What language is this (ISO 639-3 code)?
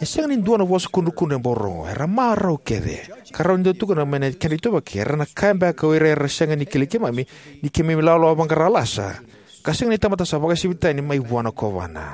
fij